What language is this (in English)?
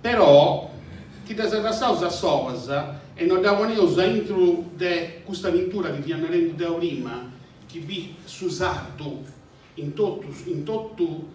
Sardinian